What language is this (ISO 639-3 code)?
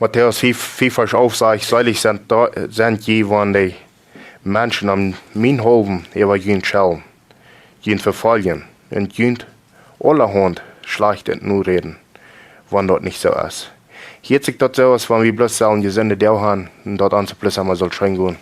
pdt